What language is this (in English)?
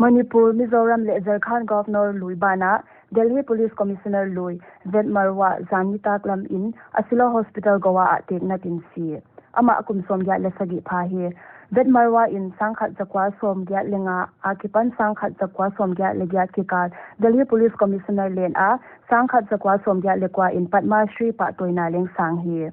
Paite Chin